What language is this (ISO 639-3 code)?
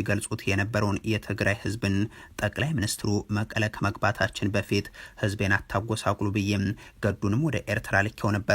amh